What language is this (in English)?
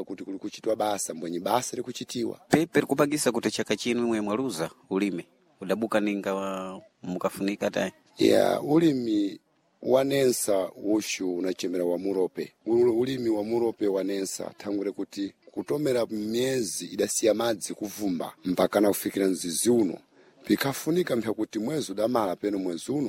Sena